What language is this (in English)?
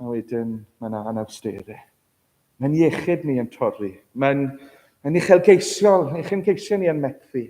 Welsh